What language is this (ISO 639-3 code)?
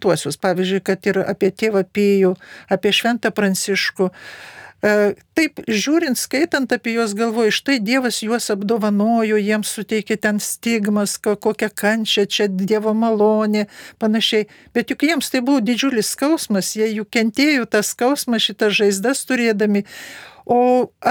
lit